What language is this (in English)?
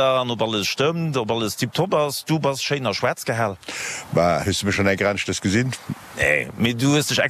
Luxembourgish